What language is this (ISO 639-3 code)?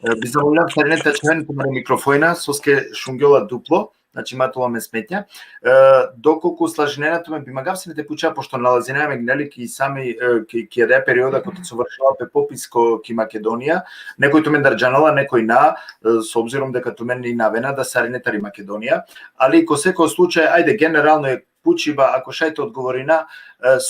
rmn